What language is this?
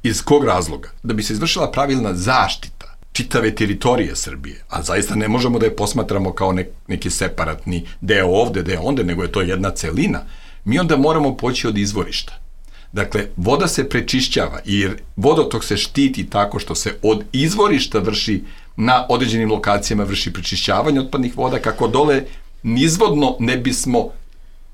Serbian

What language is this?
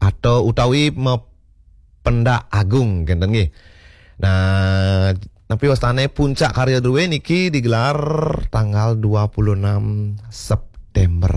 Balinese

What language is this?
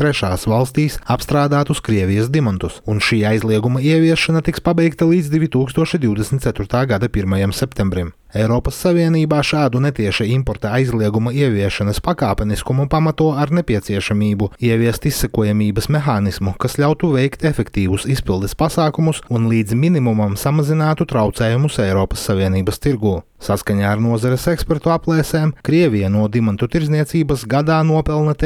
Latvian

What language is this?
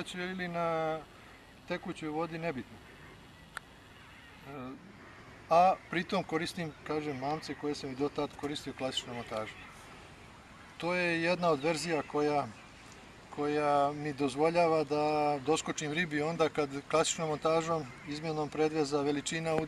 Serbian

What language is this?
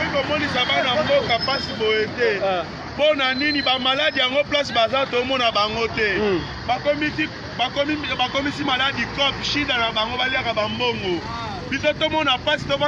Lingala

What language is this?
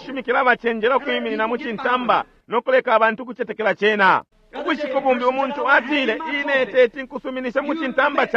Bemba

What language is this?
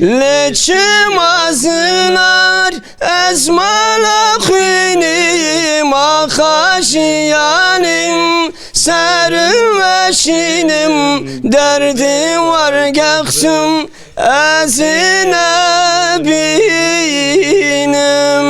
Zaza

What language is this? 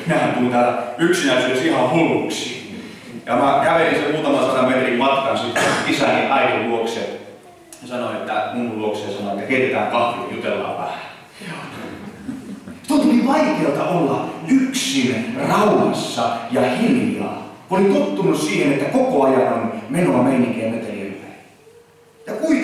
Finnish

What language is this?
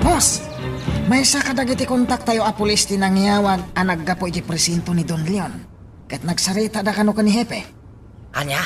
Iloko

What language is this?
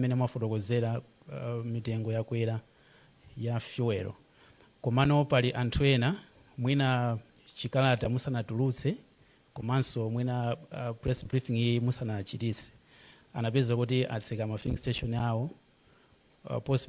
Nyanja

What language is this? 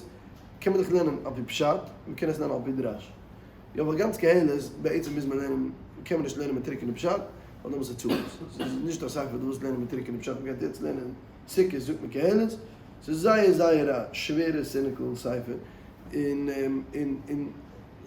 Yiddish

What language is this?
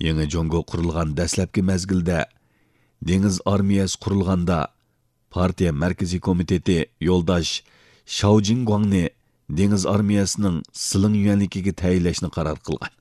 Uyghur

